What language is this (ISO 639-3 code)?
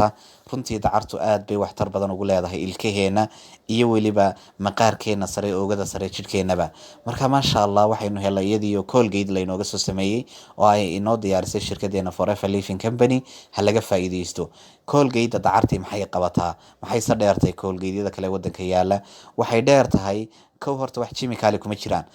som